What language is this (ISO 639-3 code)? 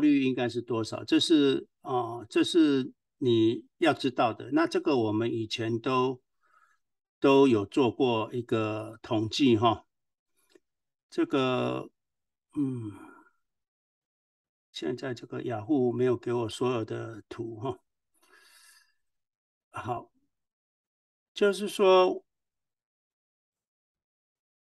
zho